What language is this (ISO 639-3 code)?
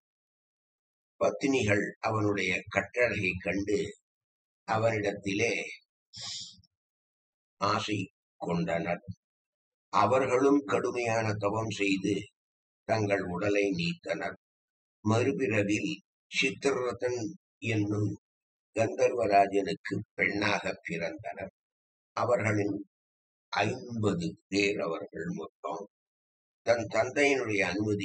tam